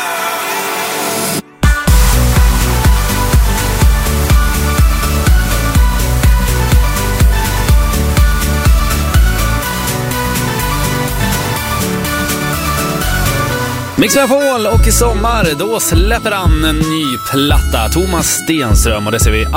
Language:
Swedish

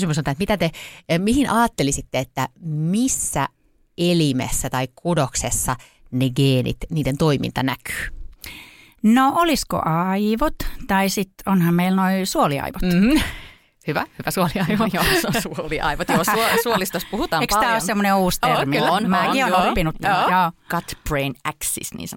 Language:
Finnish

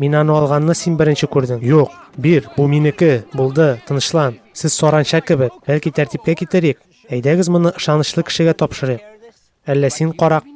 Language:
Tatar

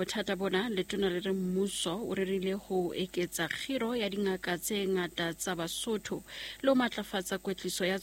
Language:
Southern Sotho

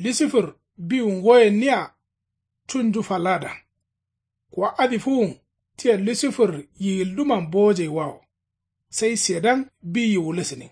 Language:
Kanuri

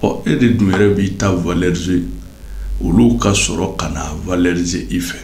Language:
Bambara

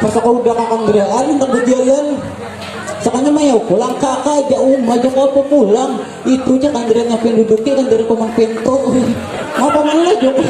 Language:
Banjar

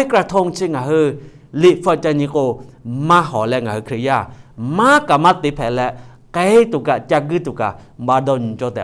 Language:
Lahu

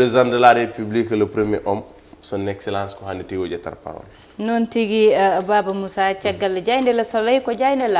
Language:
Fula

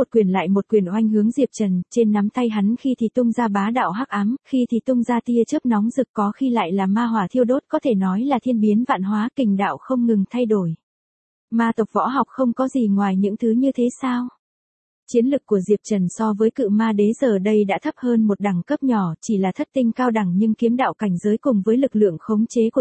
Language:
Vietnamese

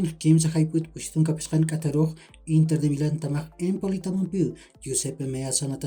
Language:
Aymara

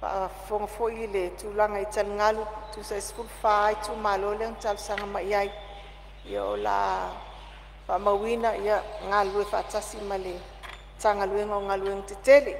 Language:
Samoan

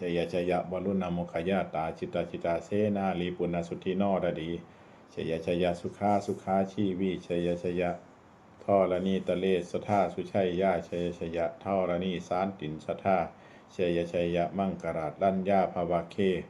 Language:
Pali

